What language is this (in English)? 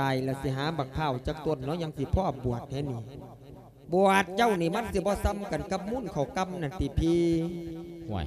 Lao